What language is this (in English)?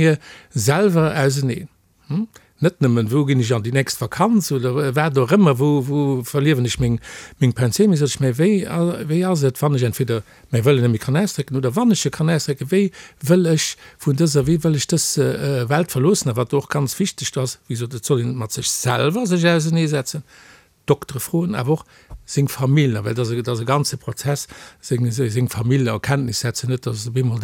Luxembourgish